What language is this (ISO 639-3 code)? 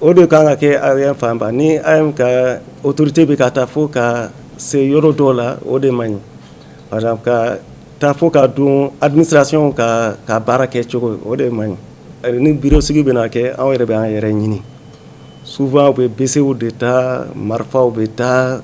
bam